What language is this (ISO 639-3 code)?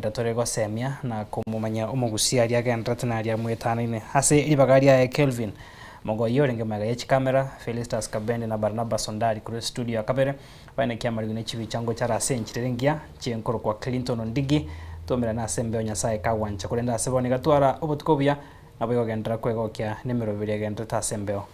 guz